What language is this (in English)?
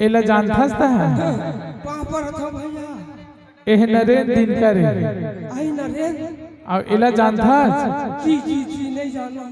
Chhattisgarhi